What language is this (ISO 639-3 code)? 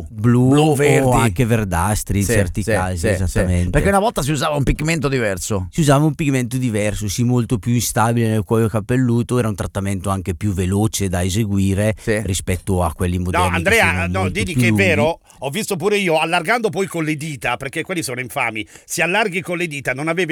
ita